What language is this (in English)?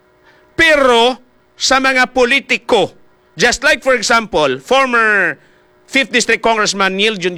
Hiligaynon